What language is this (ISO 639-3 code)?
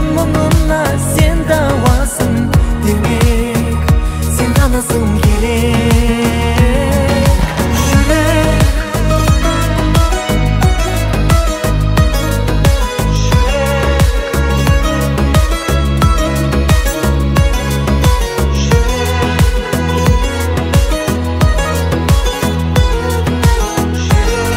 kaz